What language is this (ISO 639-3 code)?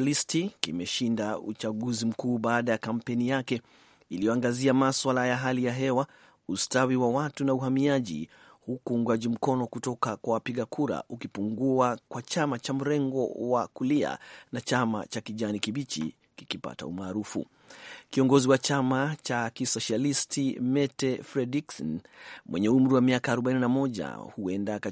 swa